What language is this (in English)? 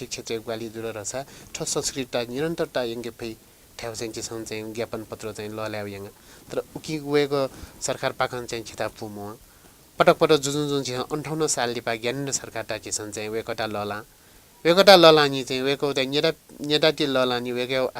Newari